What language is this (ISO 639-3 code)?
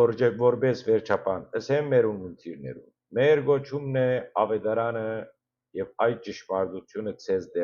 hyw